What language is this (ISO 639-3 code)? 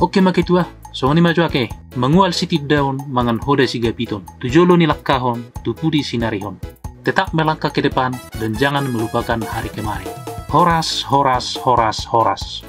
bbc